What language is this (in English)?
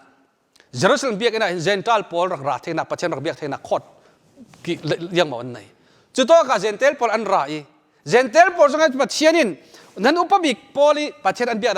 Falam Chin